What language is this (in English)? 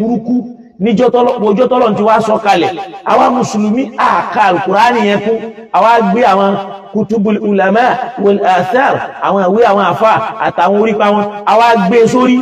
Yoruba